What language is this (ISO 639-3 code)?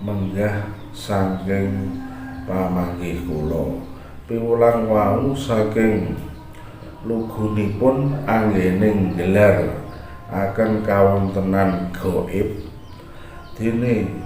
jav